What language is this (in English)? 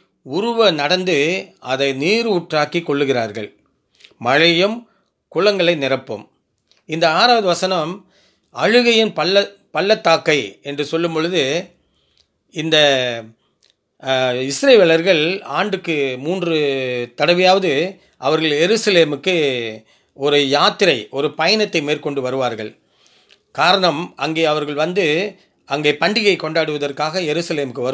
Tamil